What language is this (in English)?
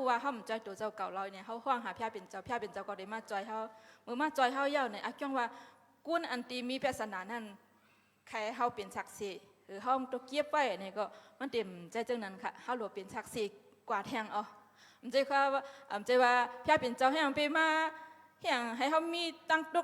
Shan